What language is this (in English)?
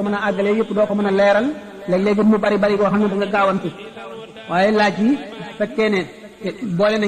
Wolof